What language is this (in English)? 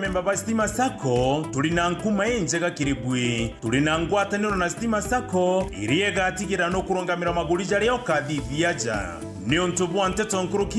Meru